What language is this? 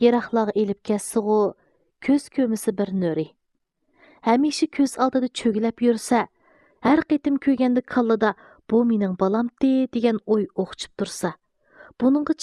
Uyghur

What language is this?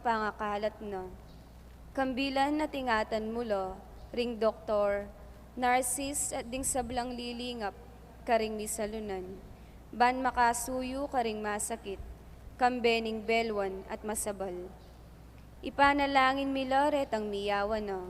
Pampanga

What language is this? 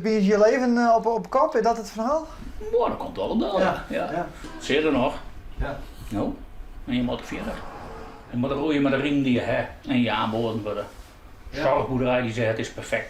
Western Frisian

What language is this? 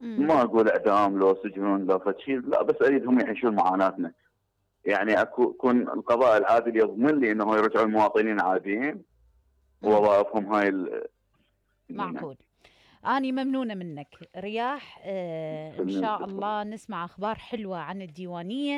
Mesopotamian Arabic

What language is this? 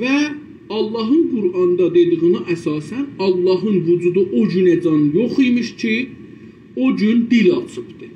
South Azerbaijani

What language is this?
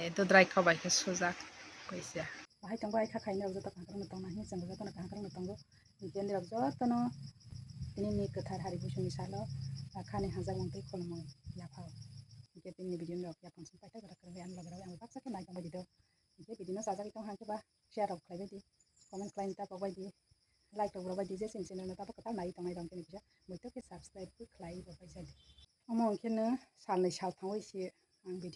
Kok Borok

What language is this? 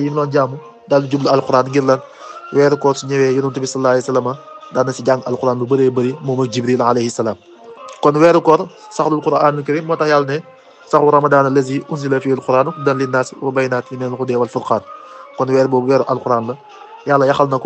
Wolof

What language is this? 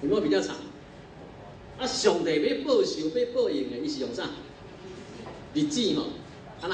Min Nan Chinese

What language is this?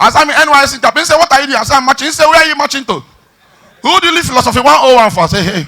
Nigerian Pidgin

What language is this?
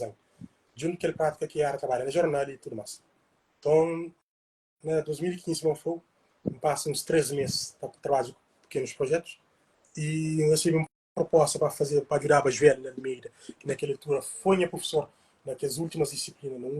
Kabuverdianu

